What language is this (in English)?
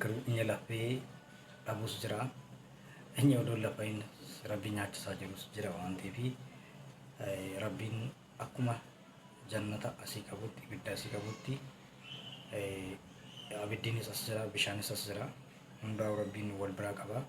Oromo